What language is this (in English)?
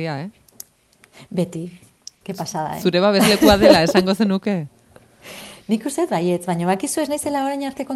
Basque